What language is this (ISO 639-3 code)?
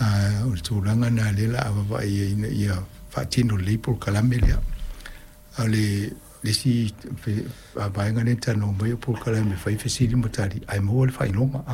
smo